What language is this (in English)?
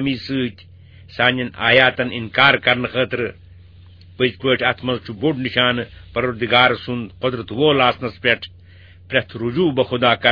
Kashmiri